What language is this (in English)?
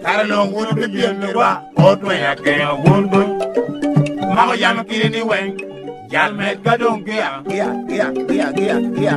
Lango (Uganda)